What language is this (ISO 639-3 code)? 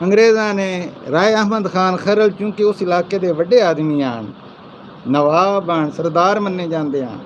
skr